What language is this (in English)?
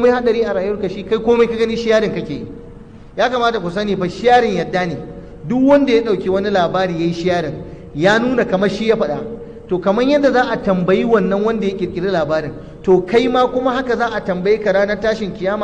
Hausa